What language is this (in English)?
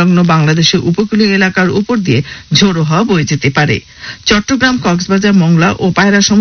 Bangla